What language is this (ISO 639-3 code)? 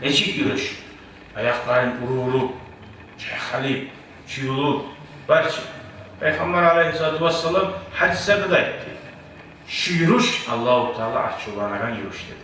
kum